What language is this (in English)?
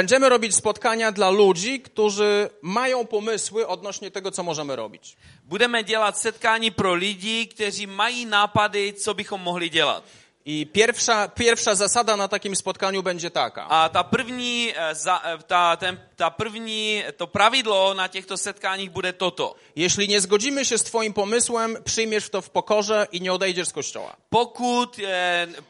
Polish